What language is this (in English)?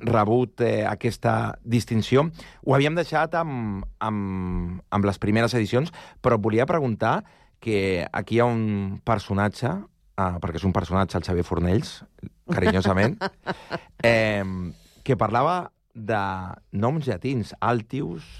Catalan